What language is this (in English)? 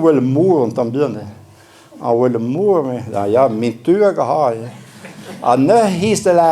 Breton